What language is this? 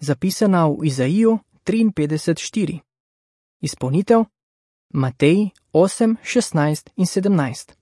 Slovenian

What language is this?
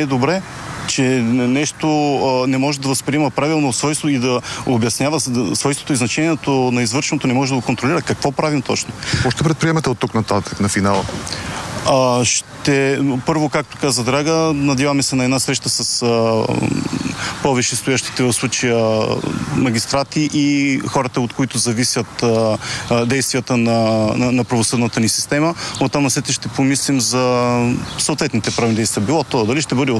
Bulgarian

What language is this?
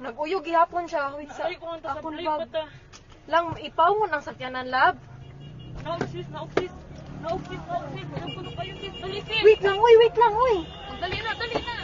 Cebuano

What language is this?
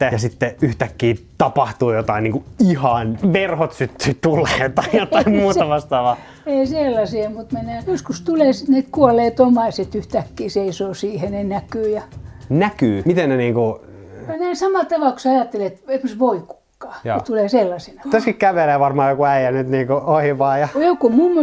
Finnish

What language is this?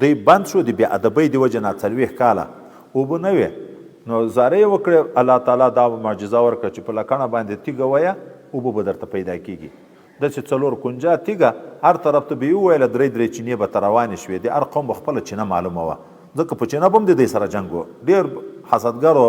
Pashto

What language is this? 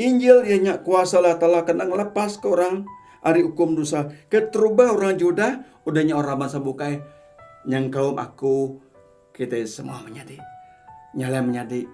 Iban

